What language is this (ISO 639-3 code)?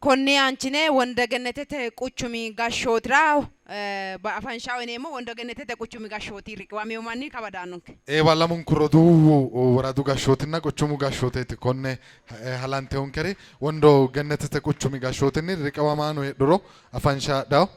sid